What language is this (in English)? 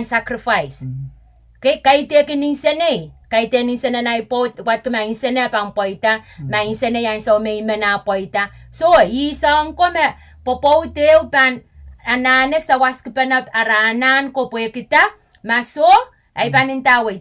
Pohnpeian